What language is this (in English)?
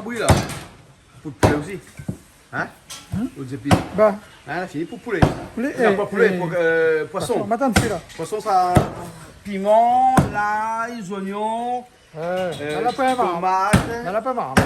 Réunion Creole French